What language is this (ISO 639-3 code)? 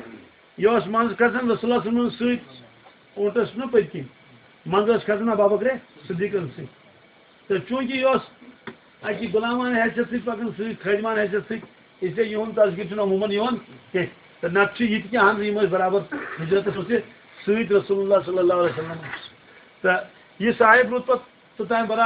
kas